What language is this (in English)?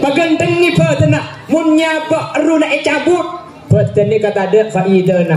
Madurese